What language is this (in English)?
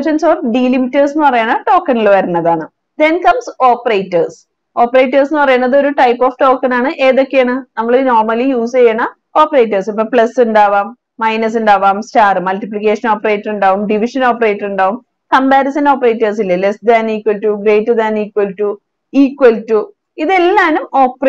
Malayalam